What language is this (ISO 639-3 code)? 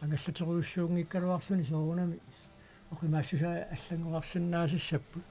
kal